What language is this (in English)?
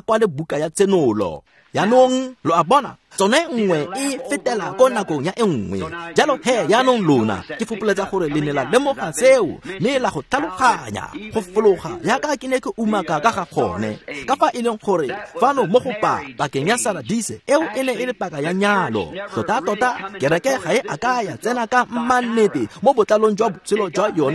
Tswana